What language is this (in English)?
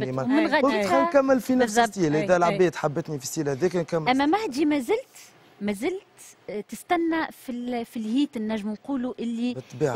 Tunisian Arabic